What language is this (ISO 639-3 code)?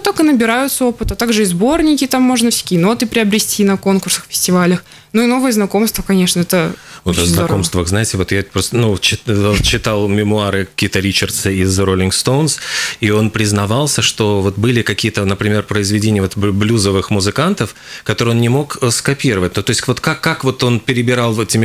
rus